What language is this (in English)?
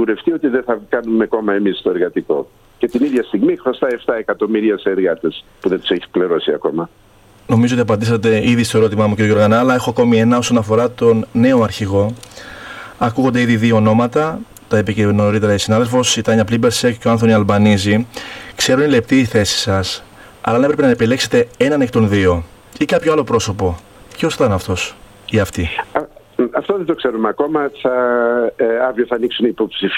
Greek